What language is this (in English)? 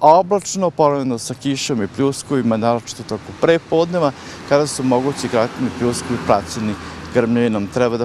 Serbian